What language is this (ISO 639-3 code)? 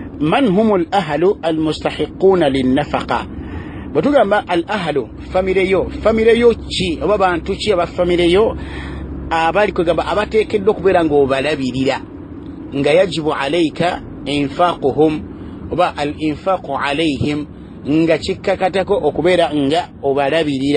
lug